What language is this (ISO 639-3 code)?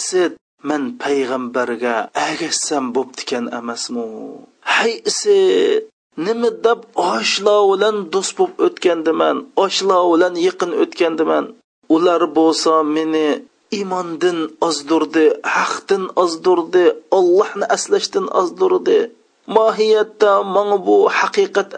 uig